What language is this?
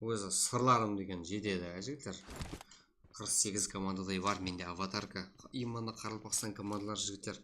Kara-Kalpak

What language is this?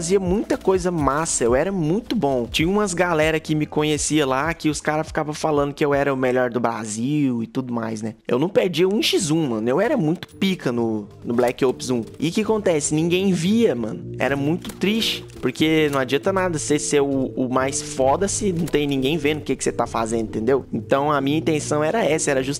Portuguese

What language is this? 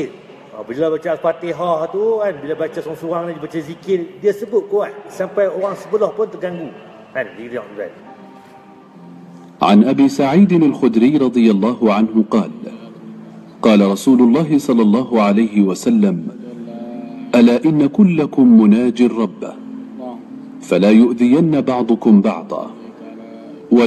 Malay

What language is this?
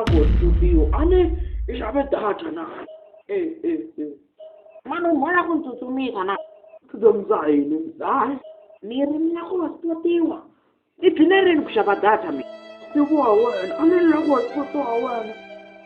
Tsonga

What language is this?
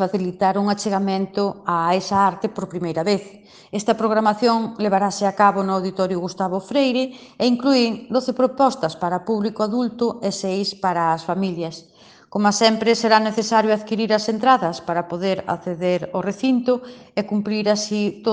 Galician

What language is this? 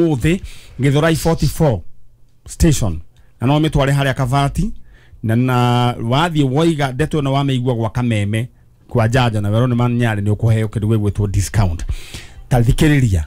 Kikuyu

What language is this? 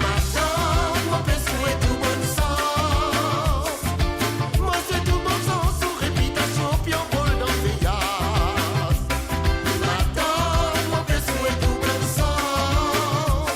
Morisyen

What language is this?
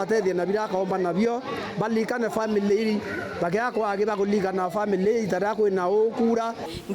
Meru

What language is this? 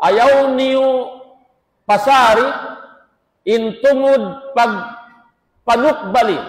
Tausug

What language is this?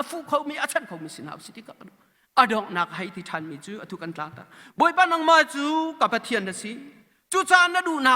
Hakha Chin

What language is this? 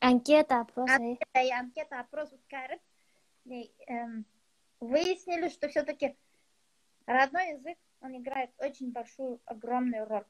Bashkir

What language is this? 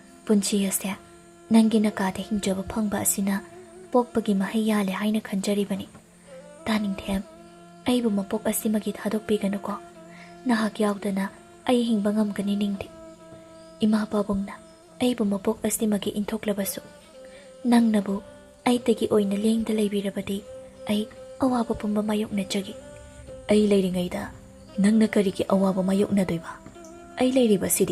Manipuri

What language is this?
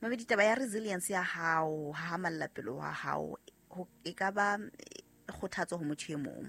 Southern Sotho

